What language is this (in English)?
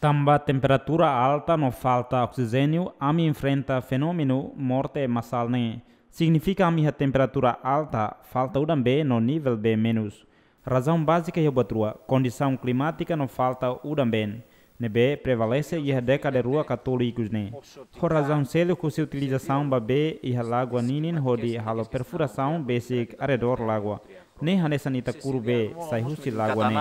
Tetum